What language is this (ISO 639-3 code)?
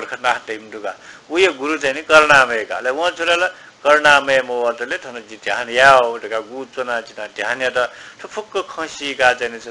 new